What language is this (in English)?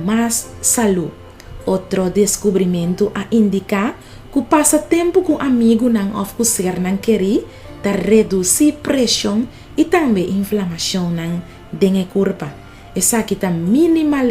Papiamento